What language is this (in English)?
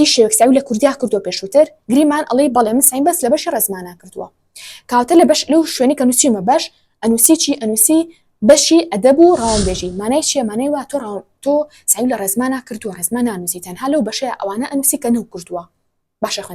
Central Kurdish